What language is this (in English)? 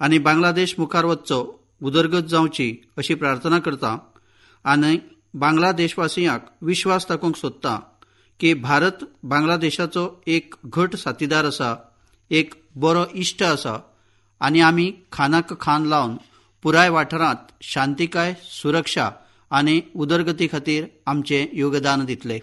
Konkani